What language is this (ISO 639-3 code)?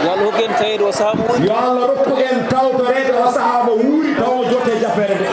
ful